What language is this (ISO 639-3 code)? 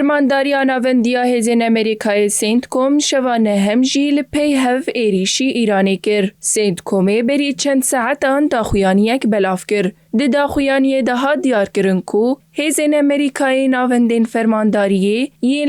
kur